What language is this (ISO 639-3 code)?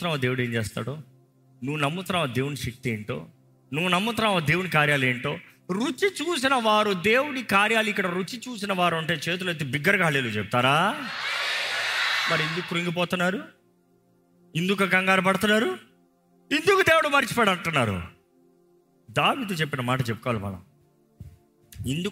tel